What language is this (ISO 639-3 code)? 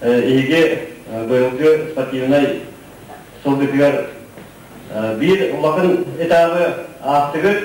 sah